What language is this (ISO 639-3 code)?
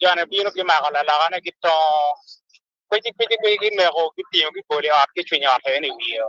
ach